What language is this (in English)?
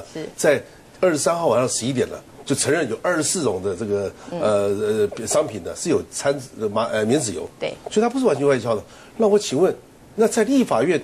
Chinese